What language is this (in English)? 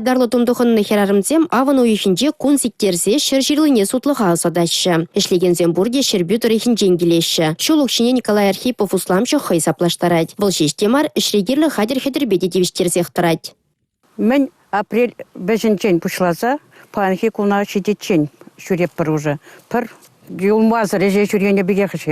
Chuvash